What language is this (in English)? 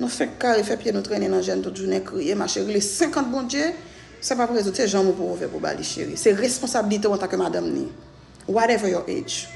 Haitian Creole